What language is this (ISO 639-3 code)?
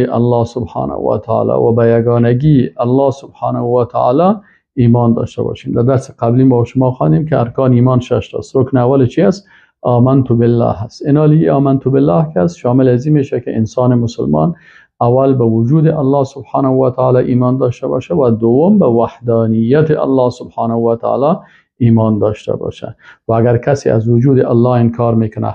fas